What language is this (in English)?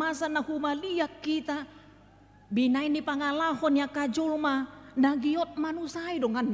Batak Toba